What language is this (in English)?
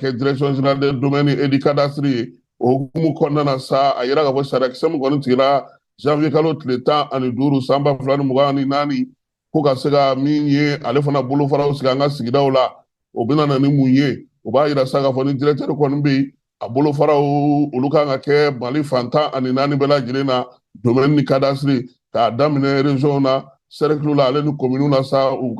Bambara